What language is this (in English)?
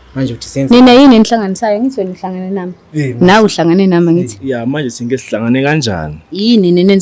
Zulu